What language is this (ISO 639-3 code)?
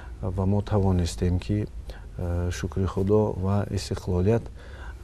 tgk